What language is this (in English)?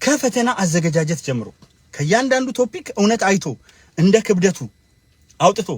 Amharic